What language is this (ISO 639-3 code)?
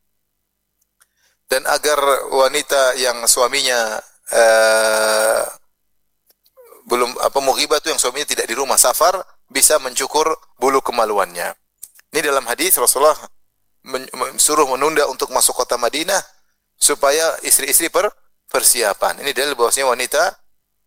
ind